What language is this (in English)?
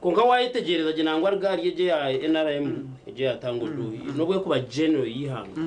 Nyankole